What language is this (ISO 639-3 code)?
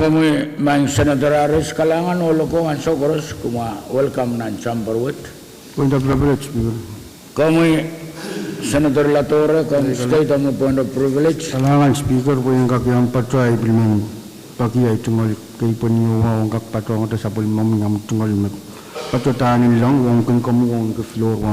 pon